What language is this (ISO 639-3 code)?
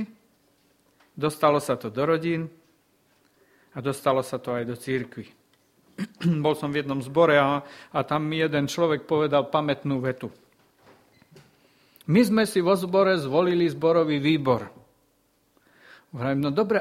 slk